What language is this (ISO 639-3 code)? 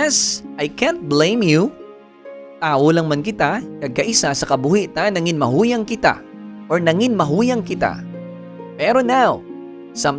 hil